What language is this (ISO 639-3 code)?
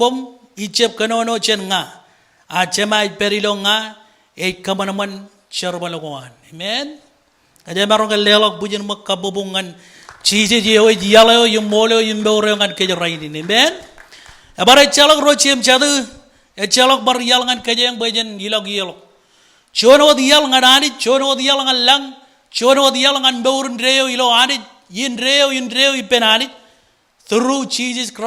mah